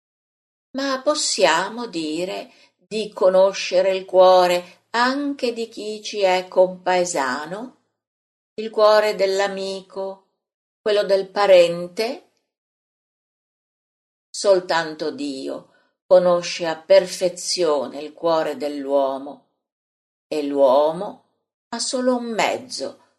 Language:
Italian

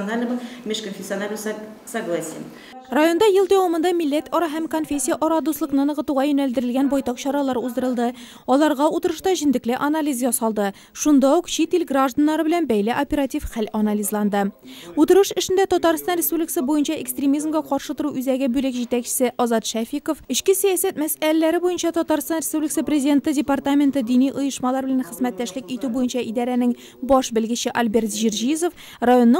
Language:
Tatar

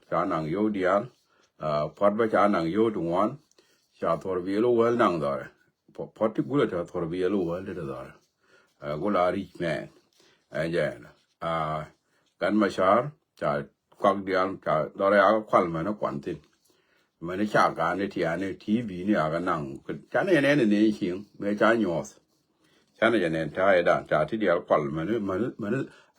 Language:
Nuer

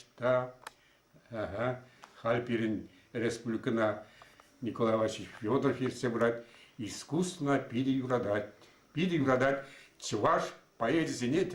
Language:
Chuvash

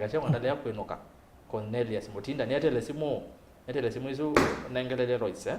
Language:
Kamba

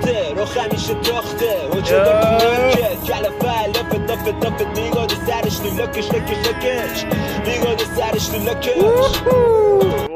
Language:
Persian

